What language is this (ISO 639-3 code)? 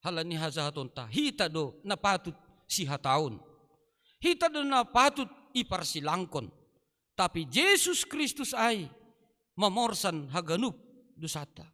bts